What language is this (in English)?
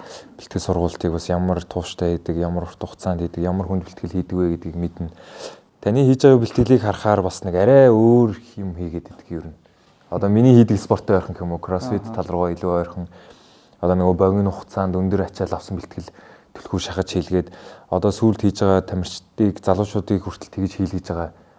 Mongolian